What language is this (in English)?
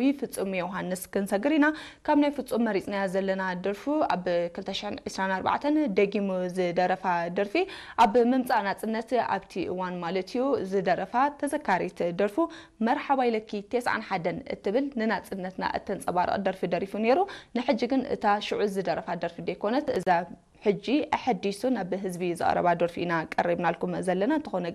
Tigrinya